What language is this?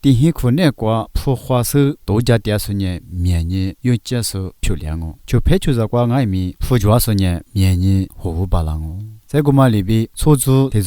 Lisu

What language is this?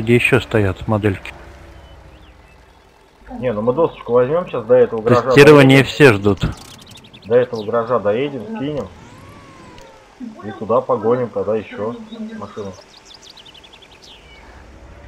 Russian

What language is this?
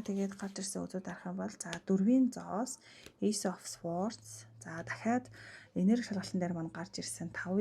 Mongolian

